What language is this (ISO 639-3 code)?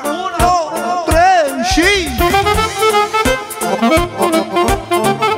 ron